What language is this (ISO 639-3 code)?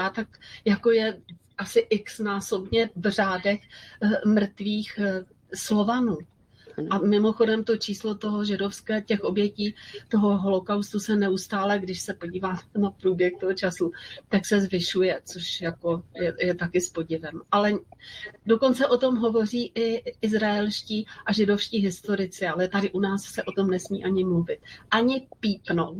ces